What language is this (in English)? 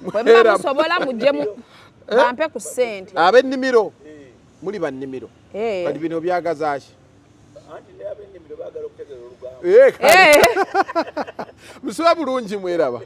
Ganda